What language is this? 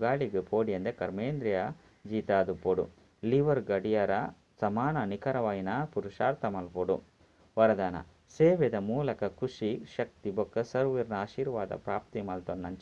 Tulu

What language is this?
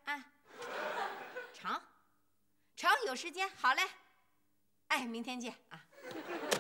Chinese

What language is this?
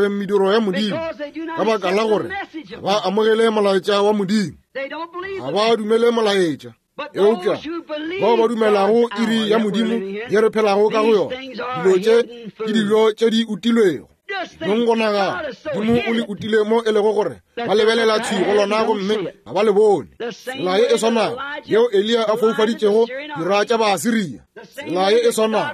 Northern Sotho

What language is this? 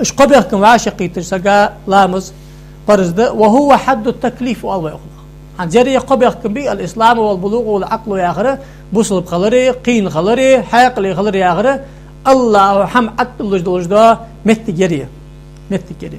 Ingush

